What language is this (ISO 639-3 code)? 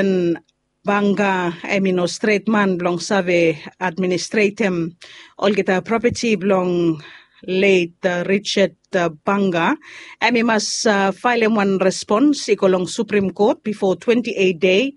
bis